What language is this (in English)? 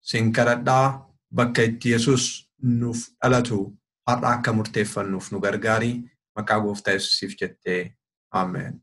Oromo